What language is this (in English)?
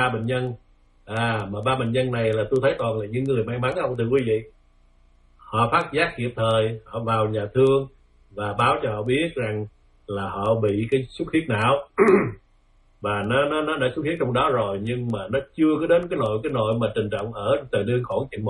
Vietnamese